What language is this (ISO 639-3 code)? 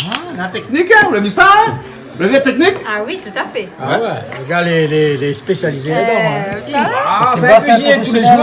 rcf